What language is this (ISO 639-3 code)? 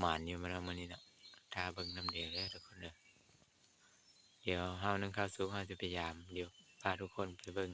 lao